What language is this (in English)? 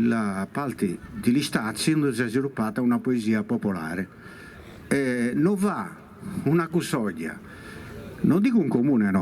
Sardinian